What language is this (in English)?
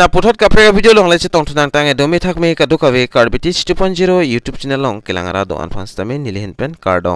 Karbi